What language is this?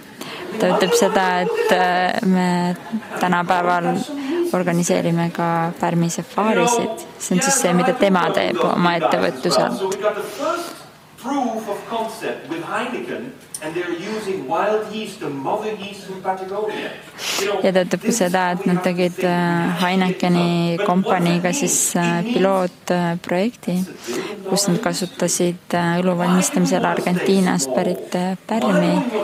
Estonian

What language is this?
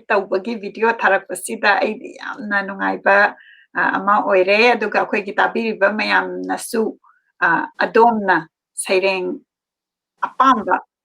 Manipuri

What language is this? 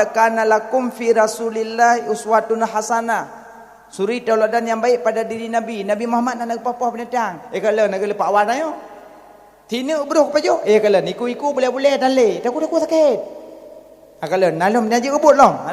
Achinese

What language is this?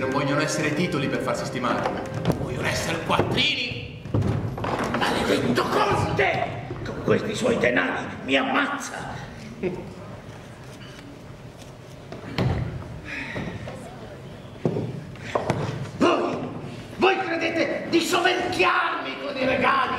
Italian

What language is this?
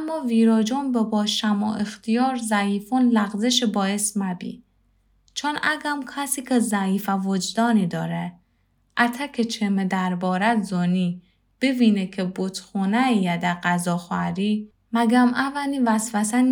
Gilaki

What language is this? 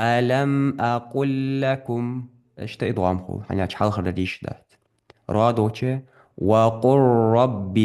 Ingush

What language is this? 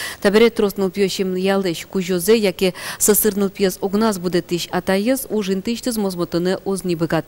Udmurt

